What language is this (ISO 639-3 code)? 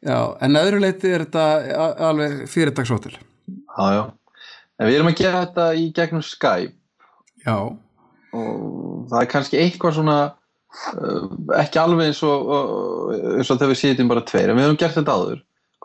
isl